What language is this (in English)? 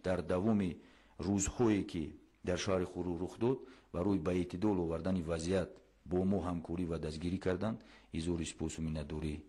Tajik